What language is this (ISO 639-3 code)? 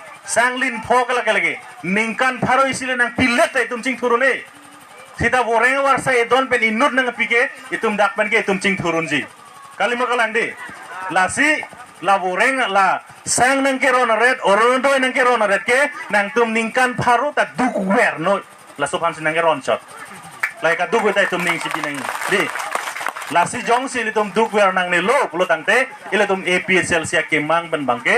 mjw